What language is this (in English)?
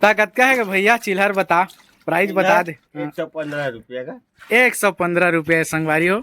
Chhattisgarhi